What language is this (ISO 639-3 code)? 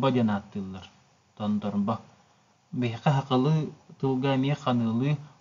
sah